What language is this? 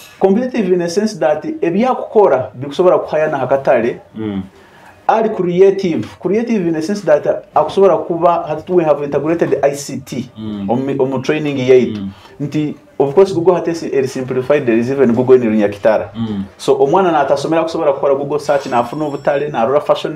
Nyoro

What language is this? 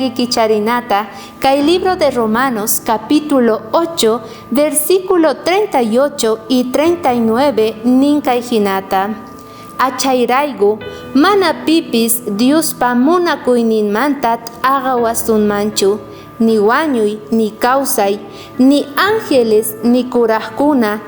South Bolivian Quechua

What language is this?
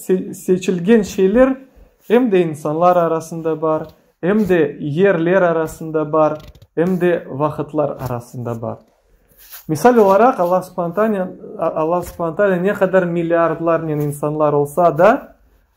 Crimean Tatar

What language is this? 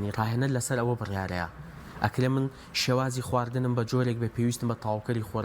Central Kurdish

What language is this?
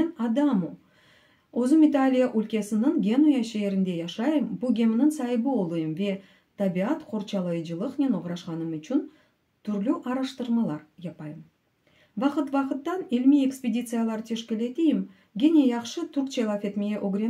Crimean Tatar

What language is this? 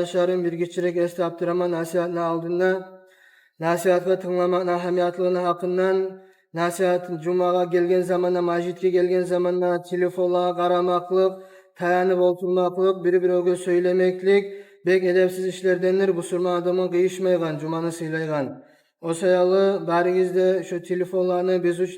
Kumyk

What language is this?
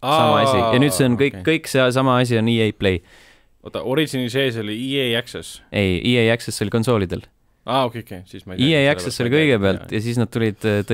Estonian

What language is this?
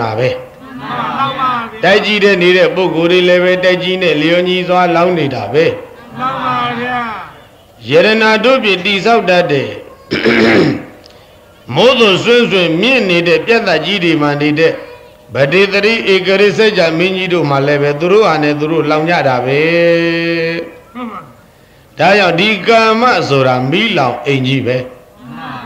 Burmese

